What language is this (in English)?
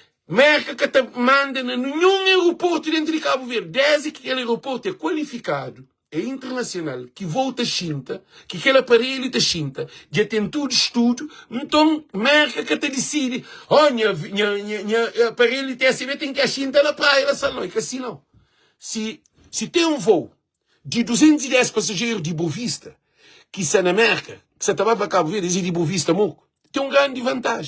Kabuverdianu